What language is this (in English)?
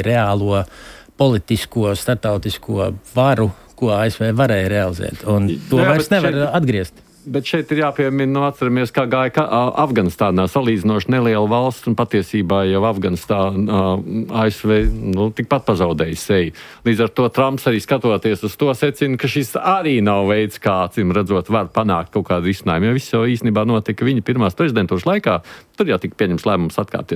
Latvian